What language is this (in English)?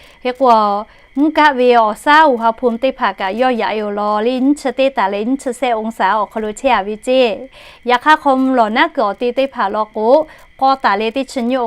Lahu